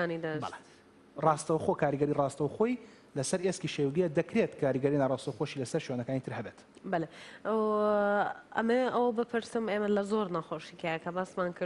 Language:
Central Kurdish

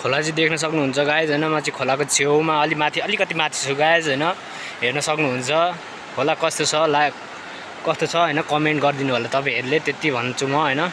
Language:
Nepali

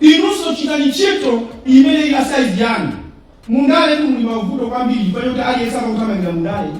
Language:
Nyanja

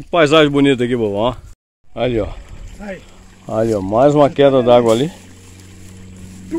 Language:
Portuguese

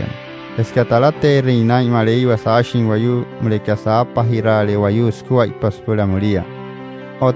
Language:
Wayuu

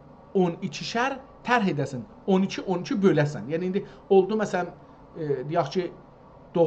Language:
South Azerbaijani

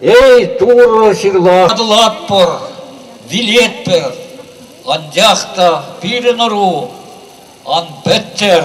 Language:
Chuvash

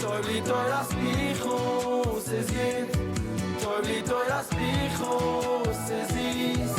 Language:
Yiddish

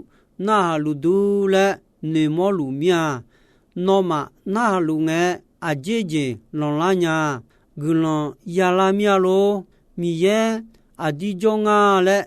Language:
Akha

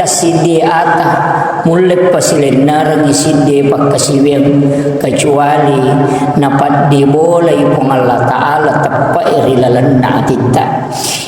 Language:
Buginese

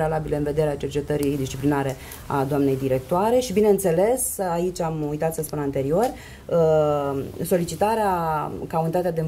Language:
Romanian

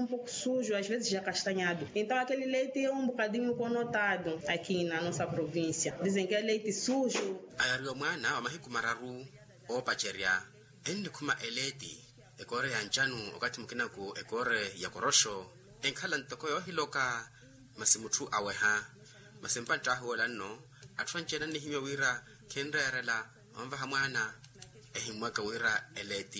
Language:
Makhuwa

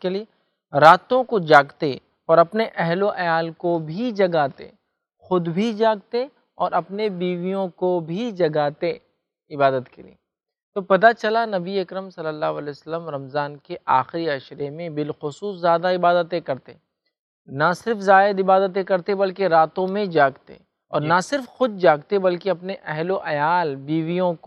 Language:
Urdu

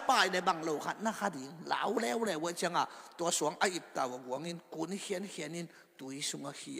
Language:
Tedim Chin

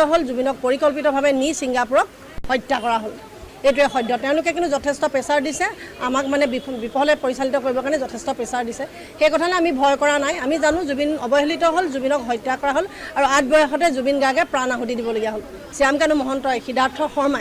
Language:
Assamese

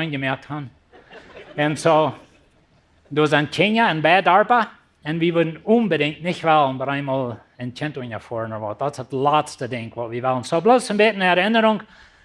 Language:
Plautdietsch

